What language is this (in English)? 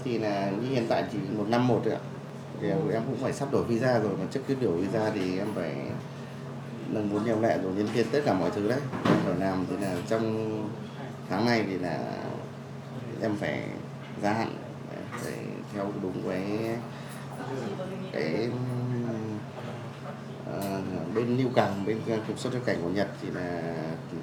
Vietnamese